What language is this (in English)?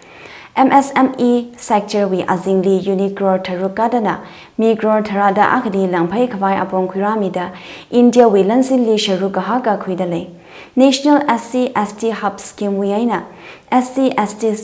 Tangkhul Naga (India)